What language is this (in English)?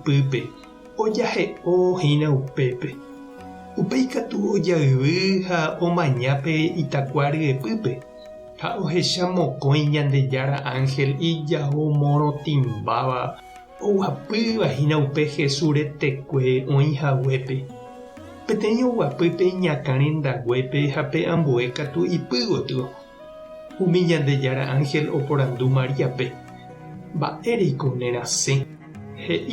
Guarani